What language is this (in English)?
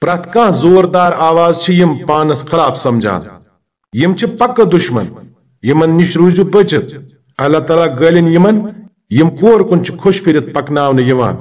Kashmiri